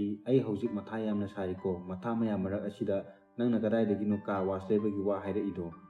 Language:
Manipuri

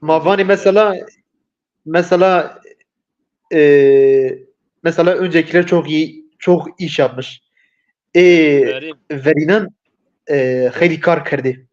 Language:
Zaza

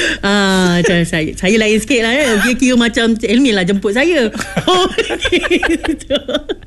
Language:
Malay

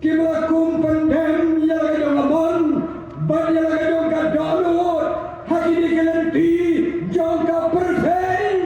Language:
Khasi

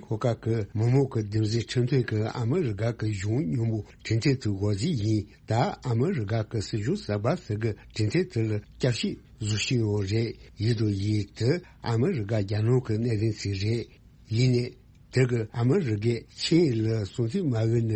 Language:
Tibetan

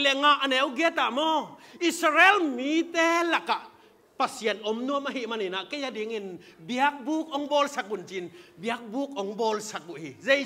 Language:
Tedim Chin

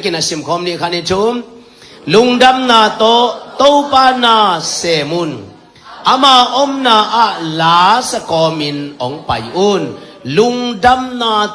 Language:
Tedim Chin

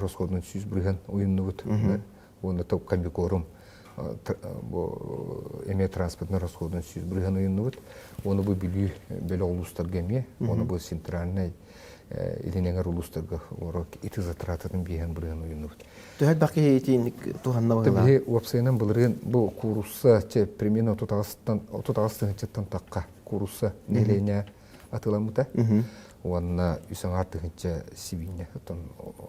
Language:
Yakut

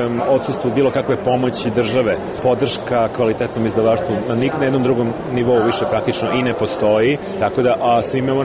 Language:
Serbian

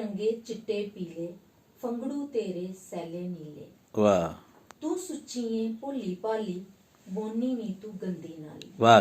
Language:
Dogri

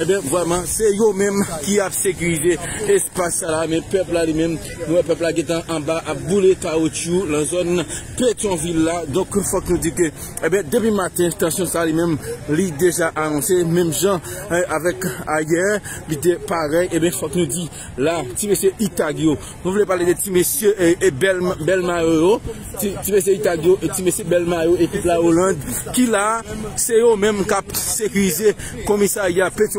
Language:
Haitian Creole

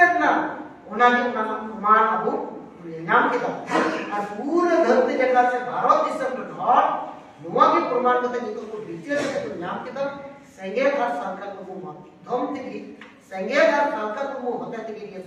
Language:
Santali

